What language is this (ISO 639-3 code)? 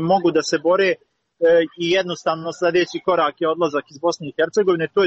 bos